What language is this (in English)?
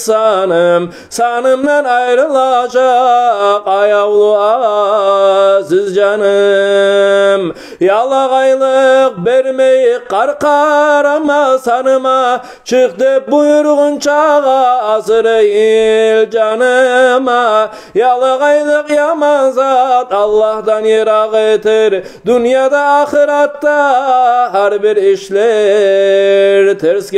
Kumyk